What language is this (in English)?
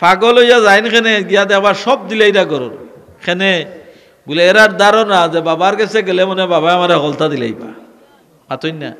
Sylheti